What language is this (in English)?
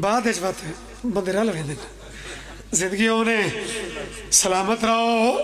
Pahari-Potwari